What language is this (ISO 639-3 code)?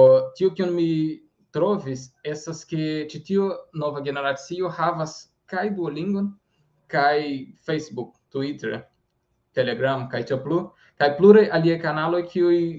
epo